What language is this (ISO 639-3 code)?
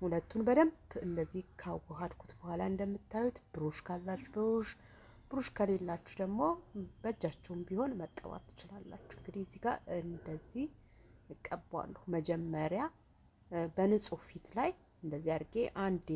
amh